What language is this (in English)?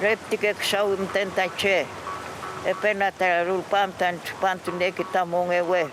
Mapuche